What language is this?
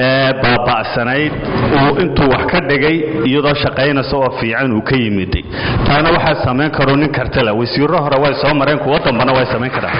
Somali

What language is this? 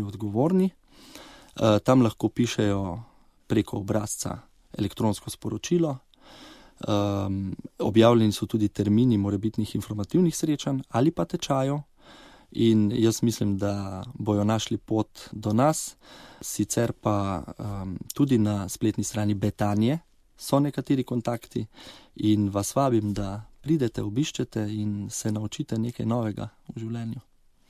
Slovenian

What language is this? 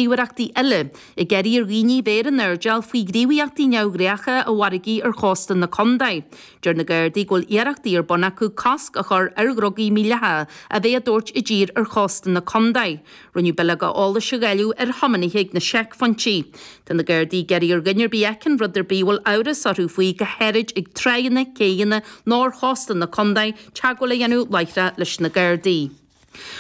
Irish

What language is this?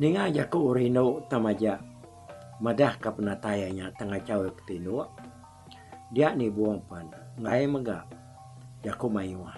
Iban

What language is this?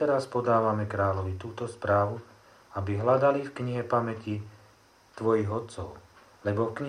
Slovak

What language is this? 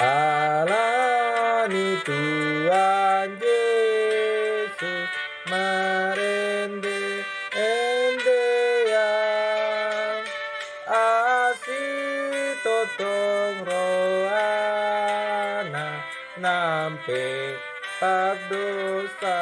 Batak Toba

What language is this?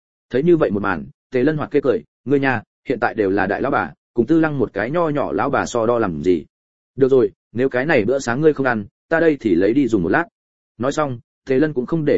Vietnamese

